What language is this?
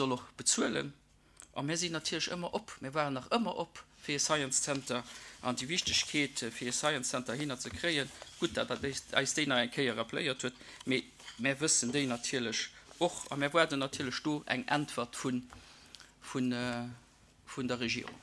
Luxembourgish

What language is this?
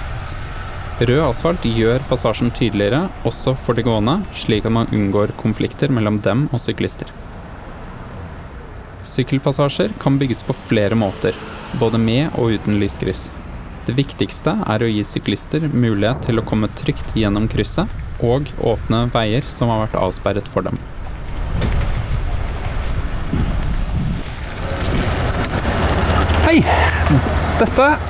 Norwegian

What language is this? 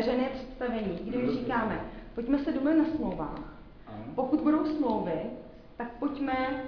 Czech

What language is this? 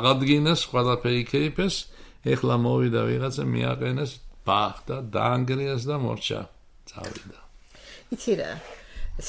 Georgian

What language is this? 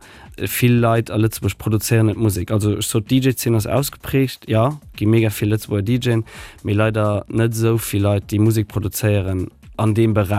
Luxembourgish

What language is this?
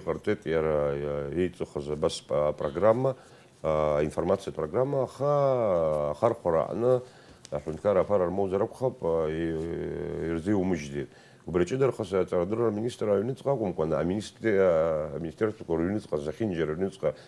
Abkhazian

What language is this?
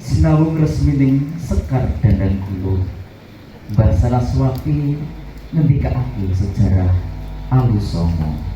Javanese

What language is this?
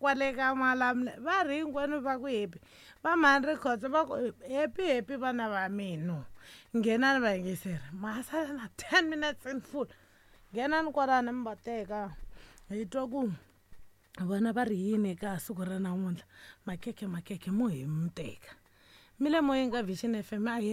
Tsonga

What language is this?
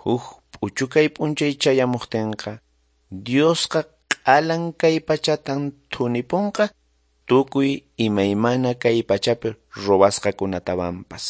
Quechua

